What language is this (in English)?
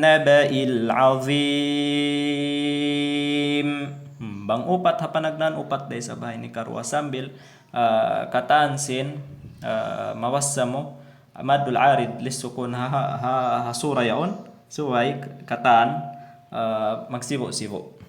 Tausug